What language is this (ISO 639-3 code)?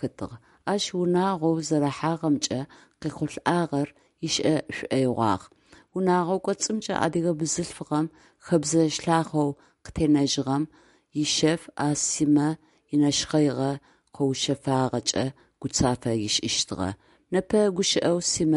ady